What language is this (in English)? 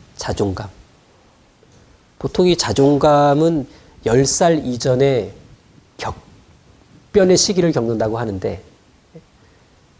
Korean